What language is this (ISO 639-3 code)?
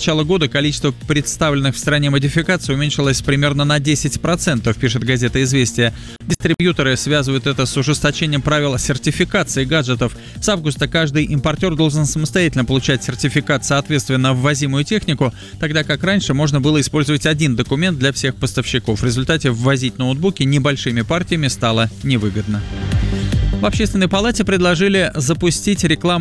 rus